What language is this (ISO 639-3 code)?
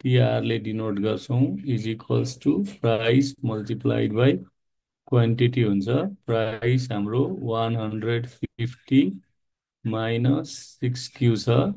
nep